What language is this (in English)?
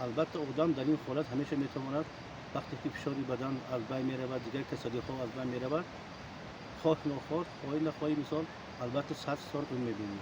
Tajik